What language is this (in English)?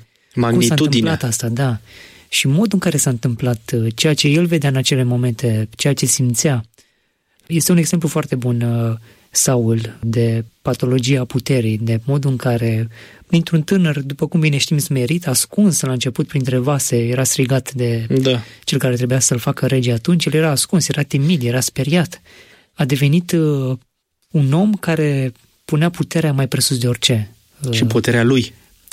Romanian